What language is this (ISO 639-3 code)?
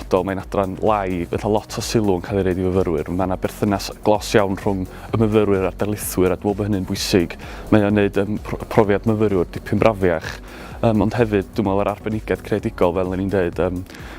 cym